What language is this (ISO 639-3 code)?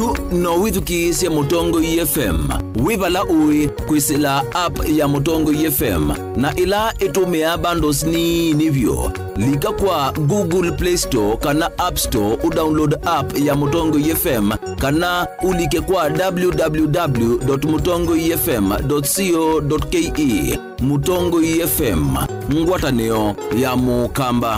kam